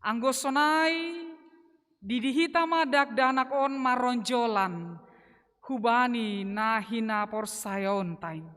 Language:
Batak Simalungun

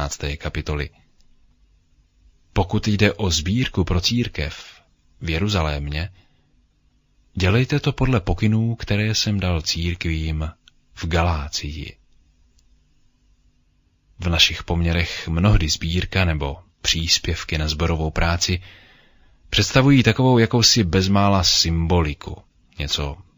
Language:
Czech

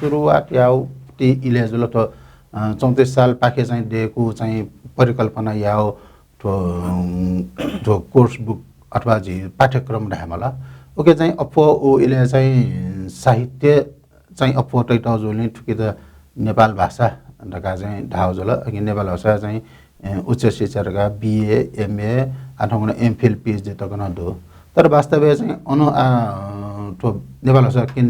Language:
Newari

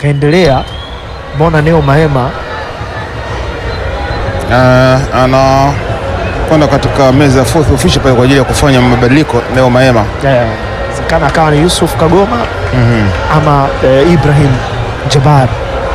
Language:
Swahili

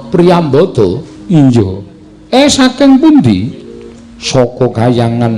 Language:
Javanese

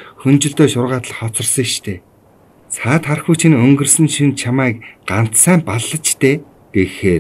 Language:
Mongolian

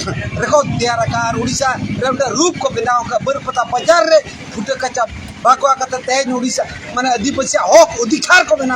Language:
Santali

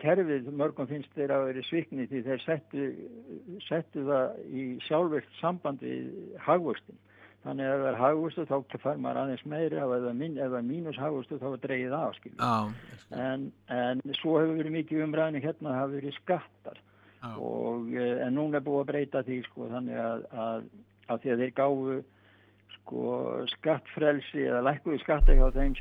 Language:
Icelandic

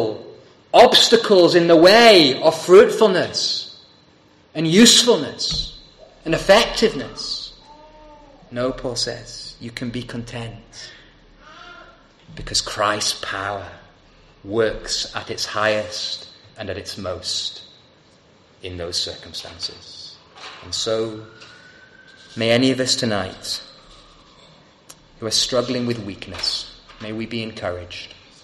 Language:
English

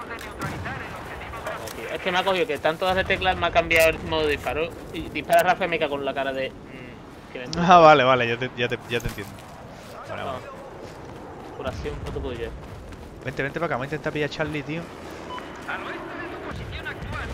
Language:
Spanish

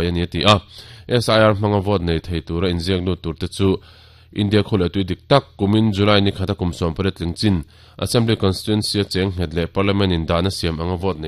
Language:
Mizo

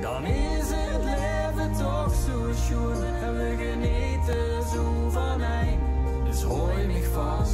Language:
Limburgish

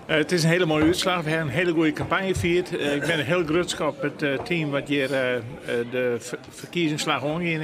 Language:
Western Frisian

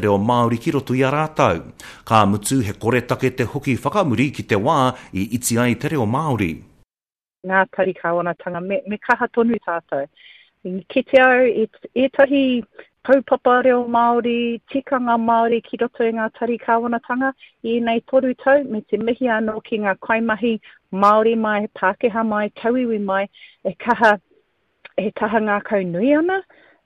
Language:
Māori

